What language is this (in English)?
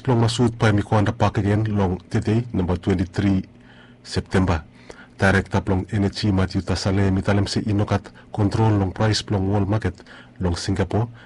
Bislama